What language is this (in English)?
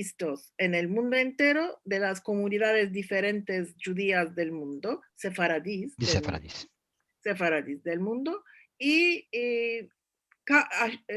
Ladino